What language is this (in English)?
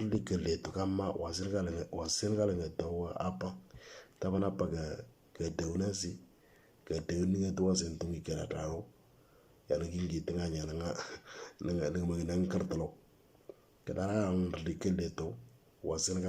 Moro